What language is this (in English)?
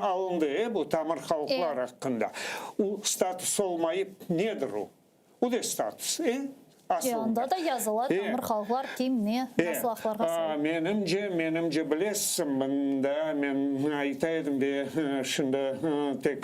Crimean Tatar